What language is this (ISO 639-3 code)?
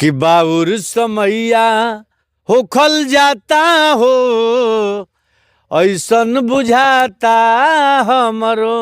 bho